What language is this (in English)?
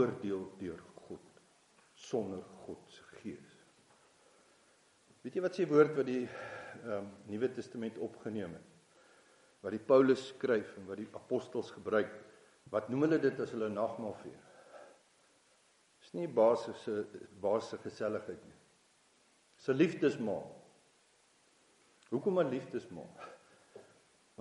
Afrikaans